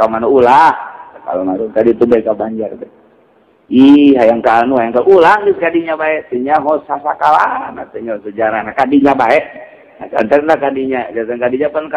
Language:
Sundanese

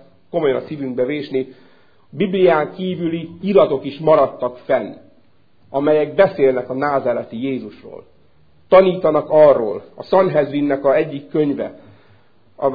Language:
Hungarian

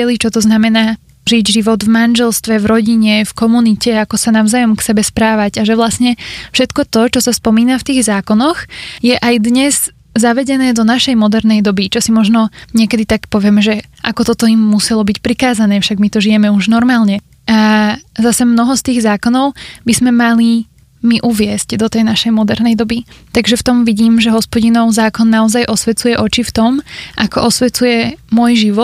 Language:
Slovak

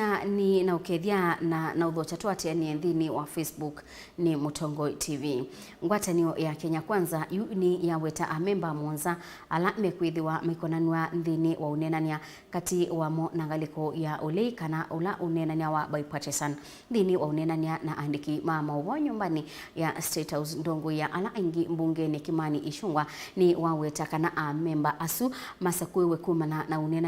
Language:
Kamba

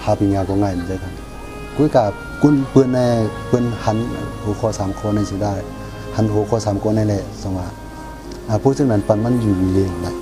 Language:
Shan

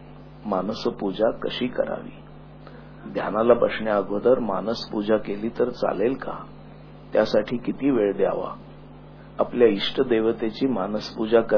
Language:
Marathi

